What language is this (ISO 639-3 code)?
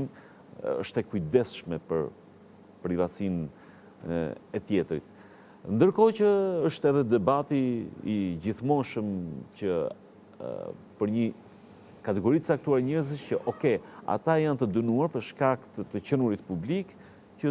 sqi